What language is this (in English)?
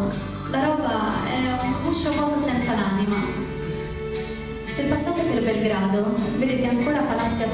Italian